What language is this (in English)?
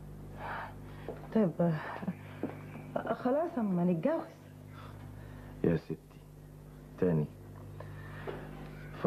Egyptian Arabic